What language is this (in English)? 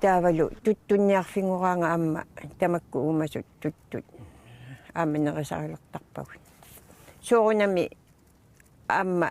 Kalaallisut